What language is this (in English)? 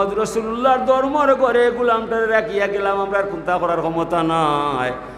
Sylheti